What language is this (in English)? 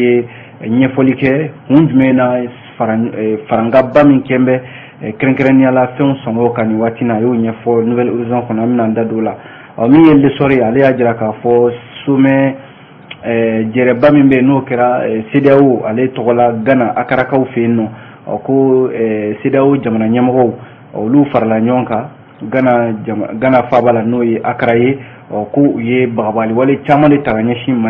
Bambara